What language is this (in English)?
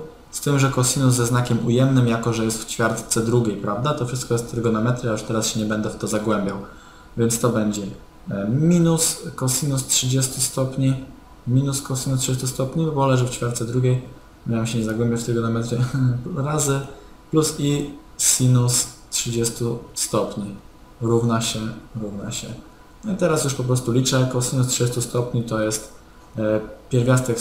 Polish